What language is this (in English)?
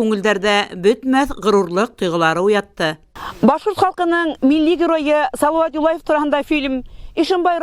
Bashkir